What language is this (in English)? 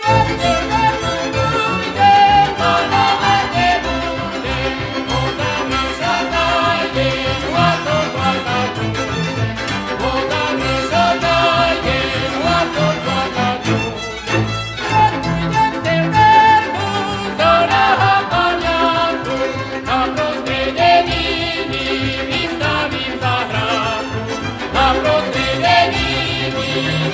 Slovak